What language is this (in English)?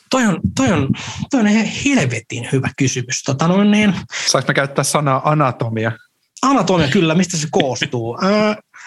Finnish